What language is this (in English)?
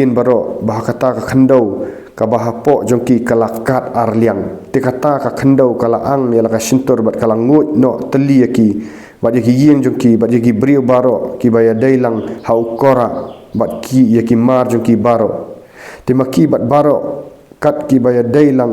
Khasi